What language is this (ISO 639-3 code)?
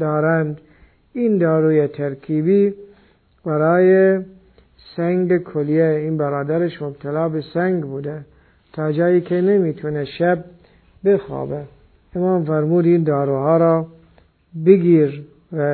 fas